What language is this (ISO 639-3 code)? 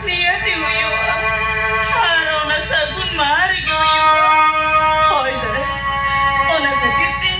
sat